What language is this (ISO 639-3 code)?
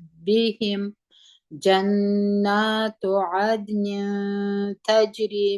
pus